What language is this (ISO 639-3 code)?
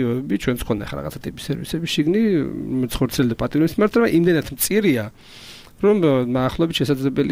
kat